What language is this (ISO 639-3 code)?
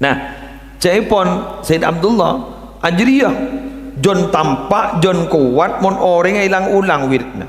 mad